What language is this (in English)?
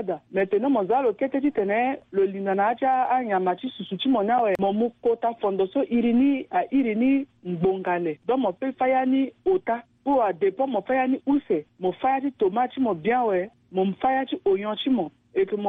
Sango